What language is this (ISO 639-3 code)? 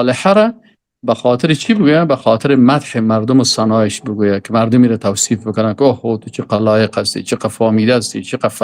fas